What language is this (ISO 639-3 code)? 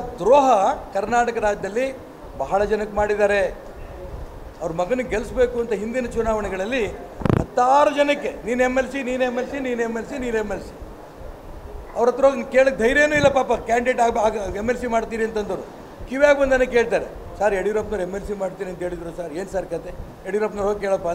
kan